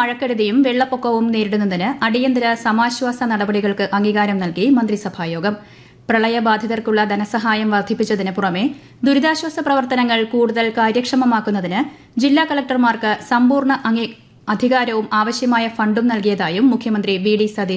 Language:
Malayalam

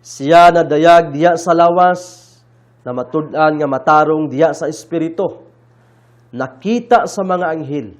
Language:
Cebuano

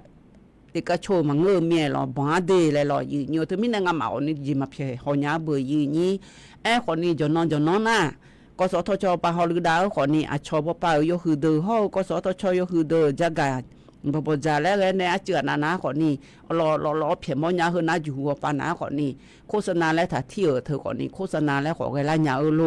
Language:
Akha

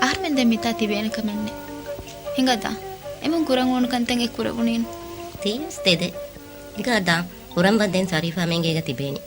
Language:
Divehi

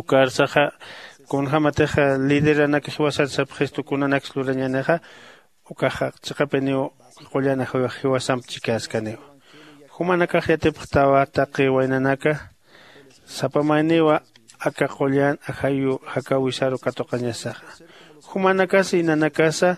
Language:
Aymara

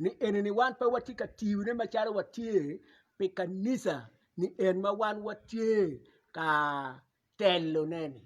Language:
Acoli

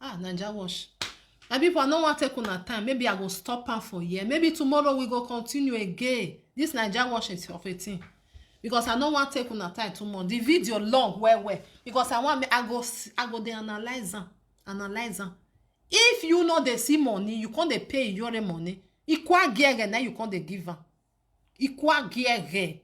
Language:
Nigerian Pidgin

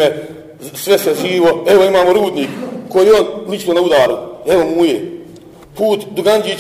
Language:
Bosnian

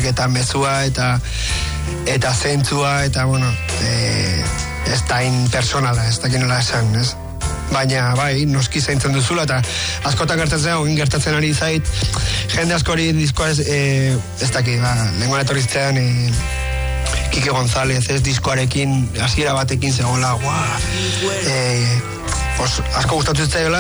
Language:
Basque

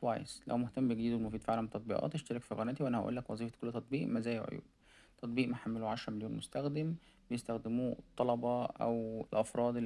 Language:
Egyptian Arabic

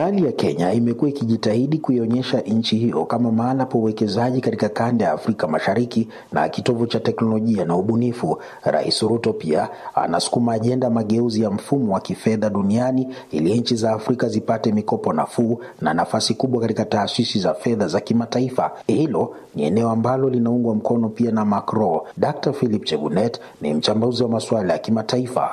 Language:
Swahili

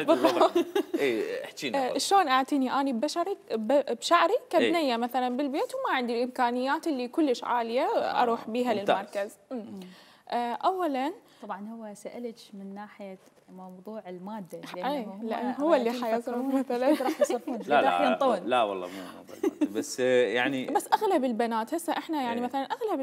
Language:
Mesopotamian Arabic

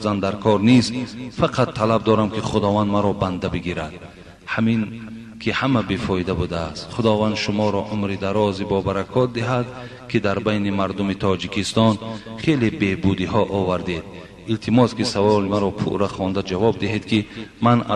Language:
Tajik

